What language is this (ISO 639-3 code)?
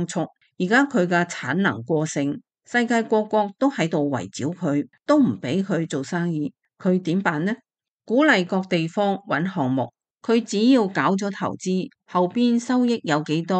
yue